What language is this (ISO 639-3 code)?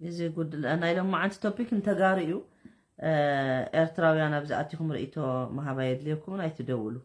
tir